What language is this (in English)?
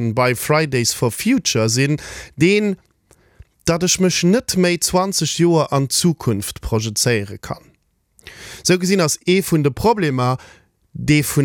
Luxembourgish